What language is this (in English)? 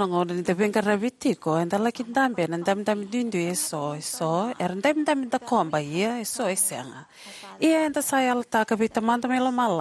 Fijian